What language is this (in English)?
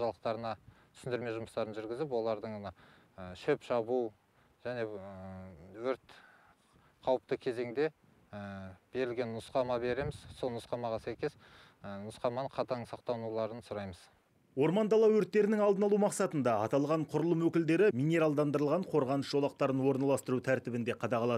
Kazakh